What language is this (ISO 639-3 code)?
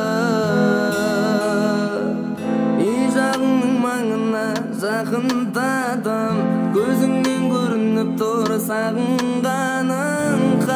kaz